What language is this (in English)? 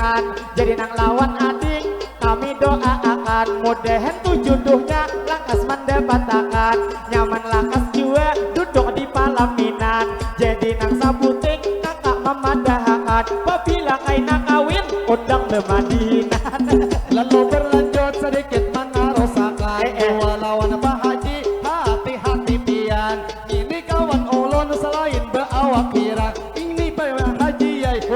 Banjar